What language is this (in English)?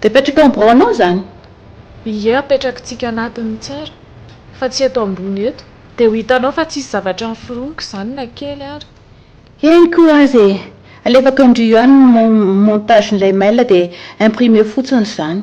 Malagasy